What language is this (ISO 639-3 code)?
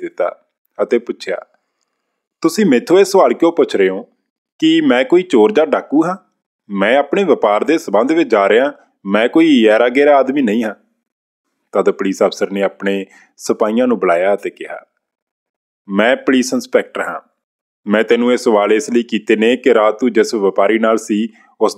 pan